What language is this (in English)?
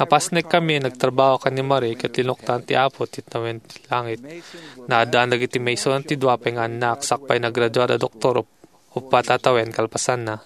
Iloko